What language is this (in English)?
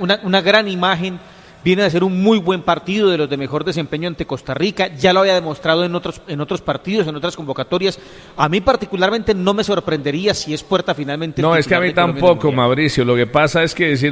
Spanish